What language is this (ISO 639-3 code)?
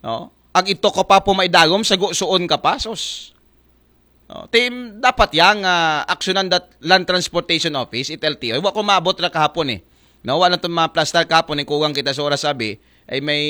akl